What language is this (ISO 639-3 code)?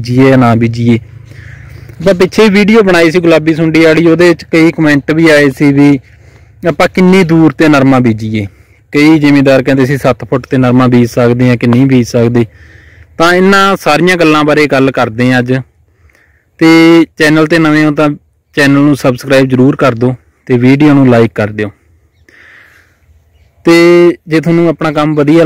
pan